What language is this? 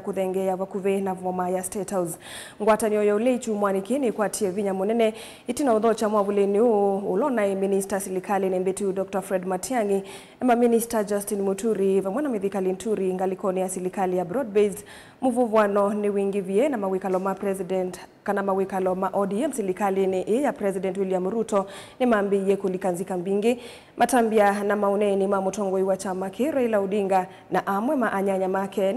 Kamba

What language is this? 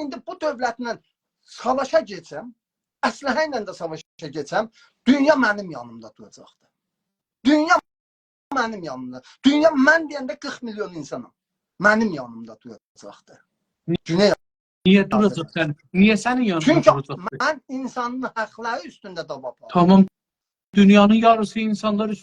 South Azerbaijani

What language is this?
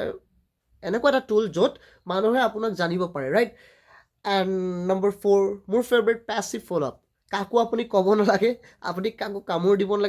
Assamese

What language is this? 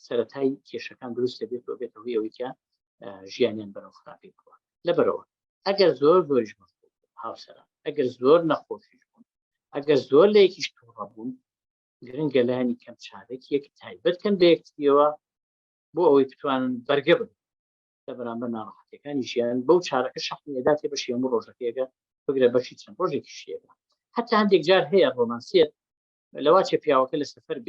Central Kurdish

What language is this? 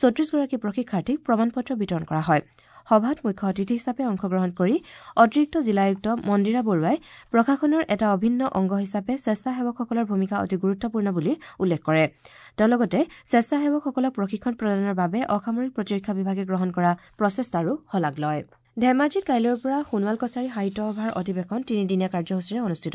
Assamese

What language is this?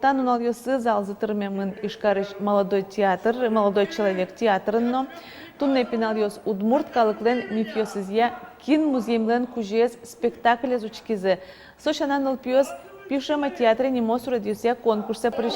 Udmurt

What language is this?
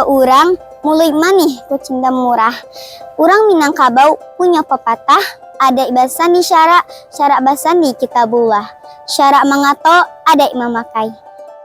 Minangkabau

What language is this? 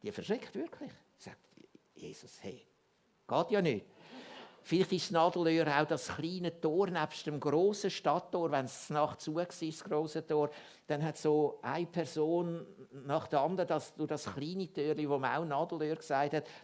Swiss German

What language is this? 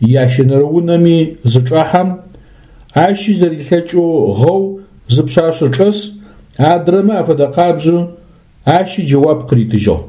Adyghe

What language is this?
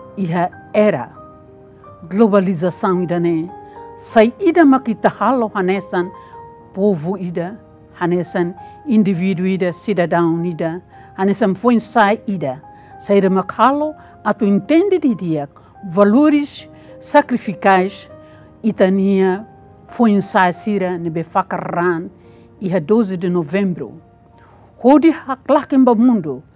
Tetum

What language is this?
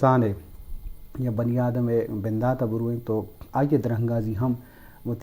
Eastern Balochi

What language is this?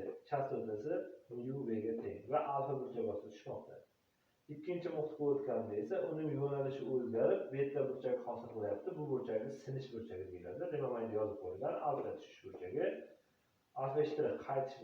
Uzbek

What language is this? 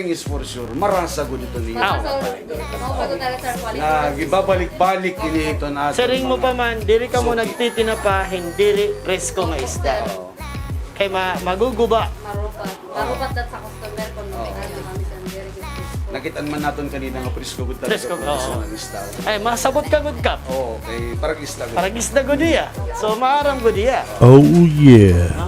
Waray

